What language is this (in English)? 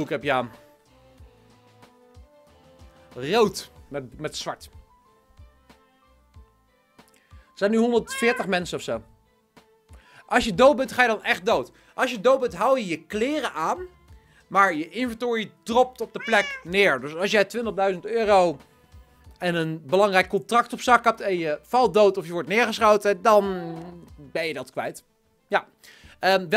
Dutch